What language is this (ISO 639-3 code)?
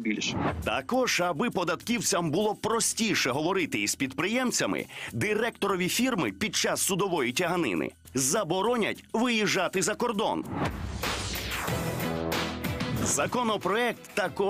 ukr